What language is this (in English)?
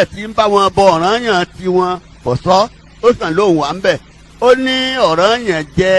Yoruba